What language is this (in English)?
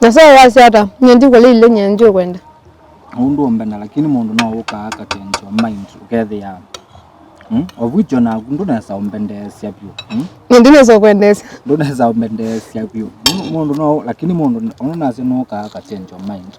Kamba